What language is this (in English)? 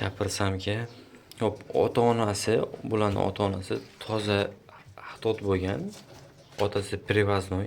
Uzbek